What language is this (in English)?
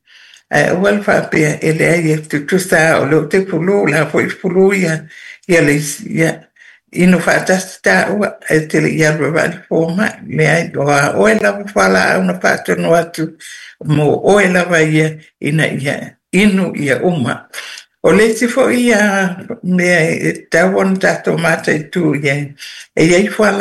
Samoan